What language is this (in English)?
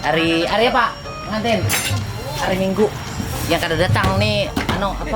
Banjar